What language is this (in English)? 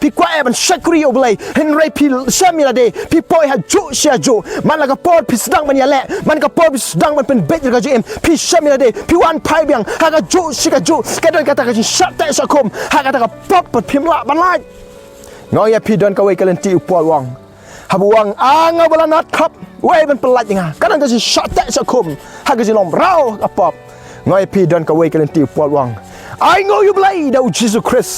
Khasi